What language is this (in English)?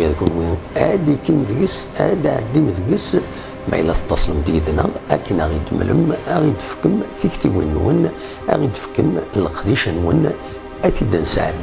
Kabyle